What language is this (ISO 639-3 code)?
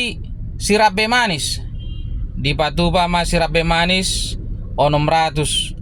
bbc